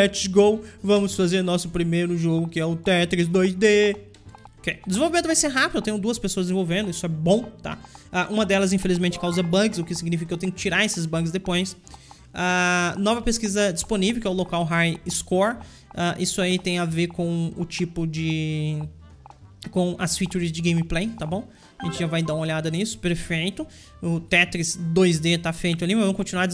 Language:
Portuguese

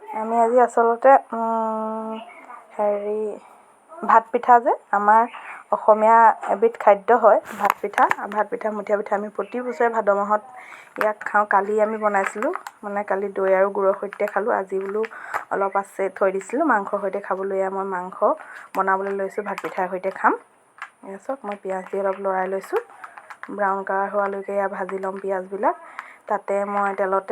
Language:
Assamese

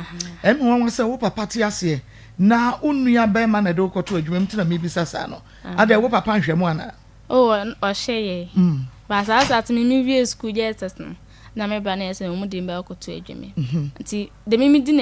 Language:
Akan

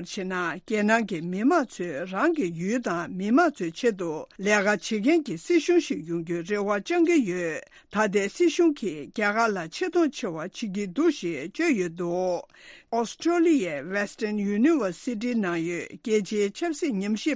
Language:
Tibetan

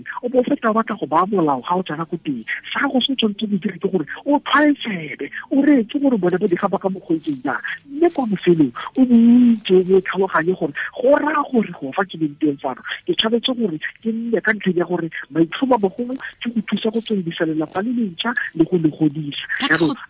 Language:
Tswana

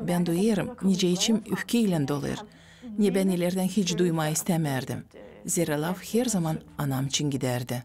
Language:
Gagauz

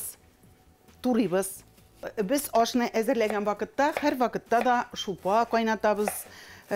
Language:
Tatar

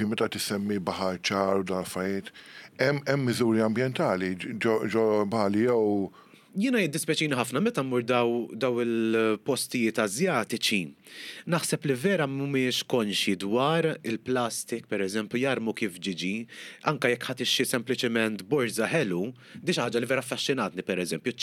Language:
Maltese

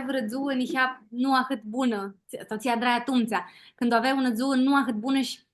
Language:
Aromanian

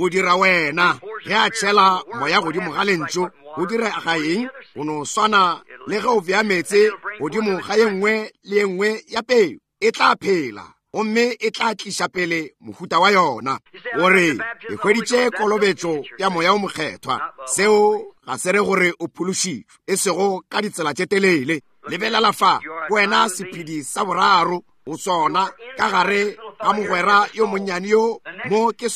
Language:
Northern Sotho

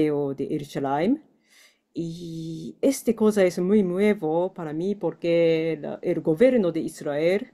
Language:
Ladino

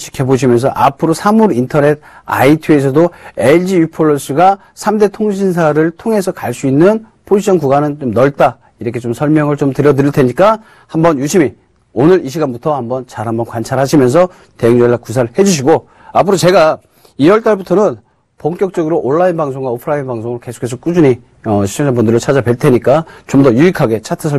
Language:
Korean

